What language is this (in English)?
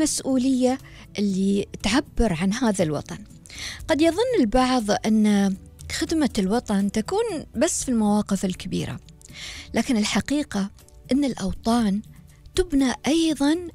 Gulf Arabic